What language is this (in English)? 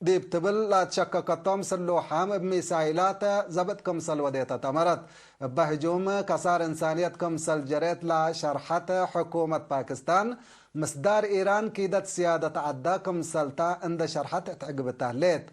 Tigre